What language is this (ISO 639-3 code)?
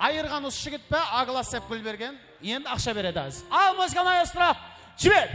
kaa